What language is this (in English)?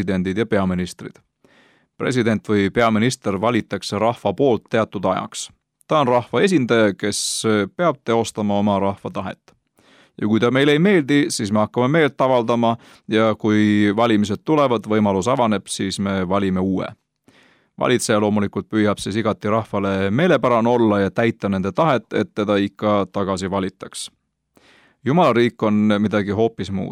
Estonian